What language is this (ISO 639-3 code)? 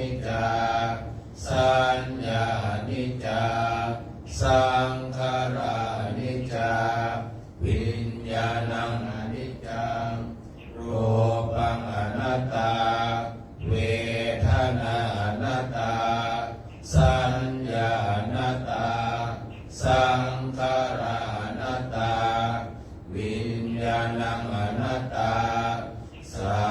pli